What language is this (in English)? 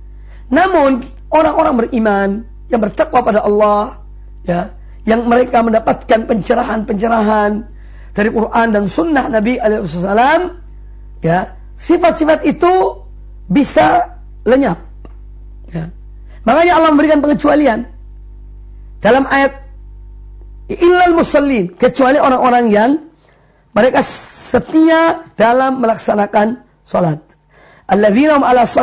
Indonesian